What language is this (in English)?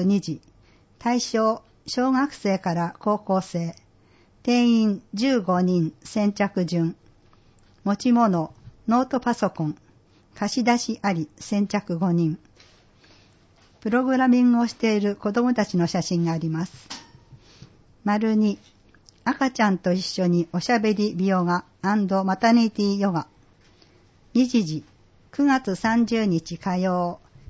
Japanese